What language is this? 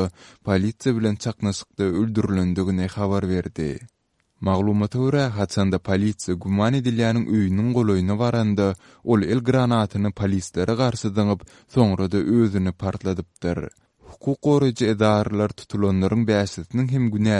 Turkmen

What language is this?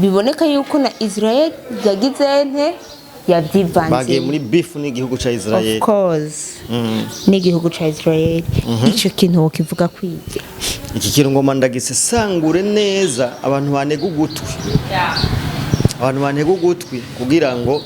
Rundi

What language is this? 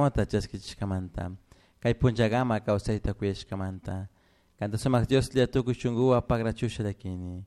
Chimborazo Highland Quichua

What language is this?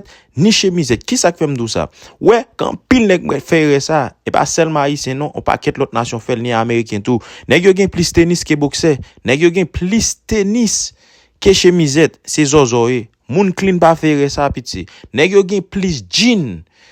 Haitian Creole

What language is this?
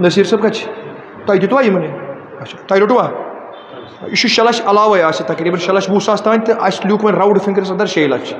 Kashmiri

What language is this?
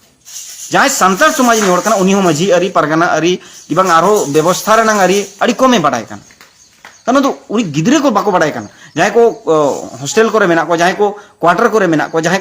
Santali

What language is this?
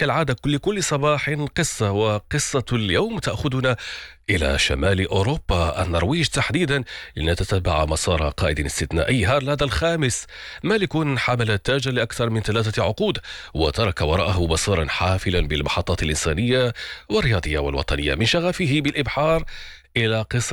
Arabic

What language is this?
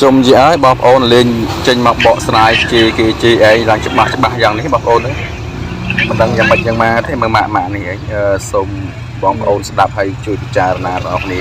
Khmer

